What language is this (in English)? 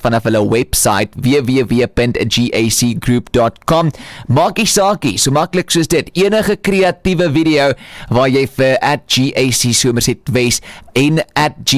Afrikaans